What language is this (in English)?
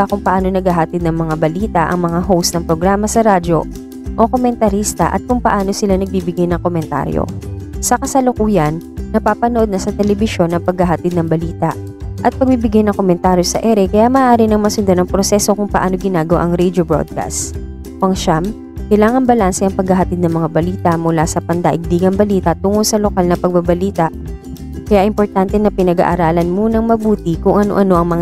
Filipino